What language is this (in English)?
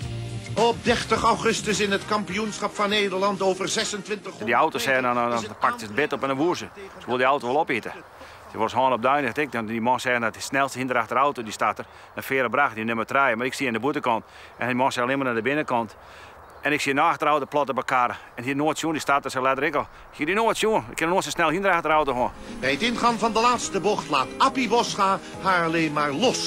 Western Frisian